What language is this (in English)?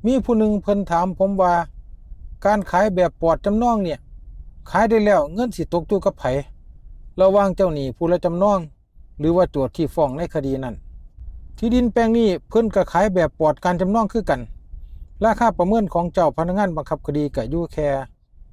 Northeastern Thai